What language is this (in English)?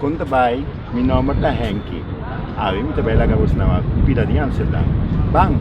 Papiamento